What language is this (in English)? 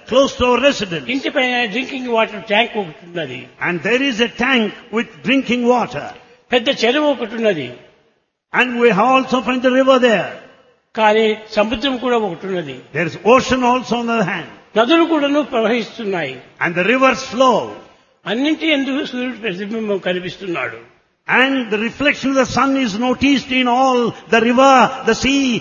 Telugu